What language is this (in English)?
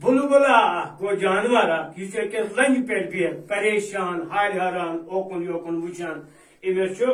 Kashmiri